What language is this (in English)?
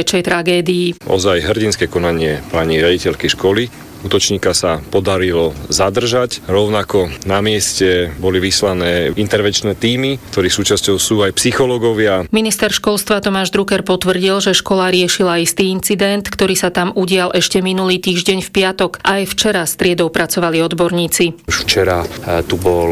Slovak